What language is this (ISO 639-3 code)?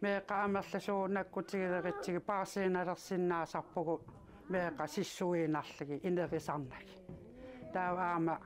kal